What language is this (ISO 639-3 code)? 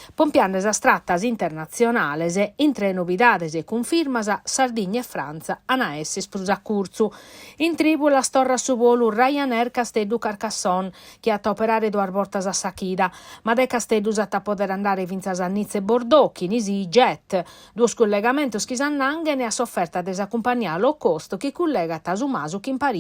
srd